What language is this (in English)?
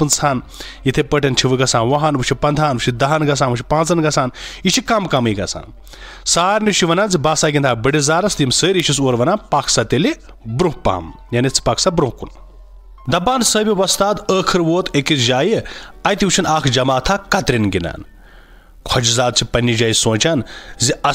Kashmiri